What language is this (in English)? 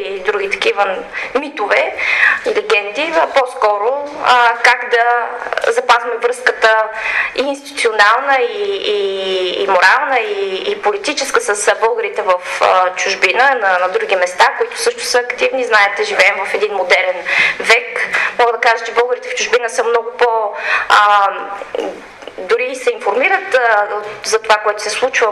Bulgarian